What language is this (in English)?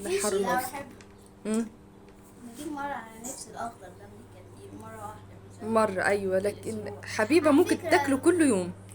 Egyptian Arabic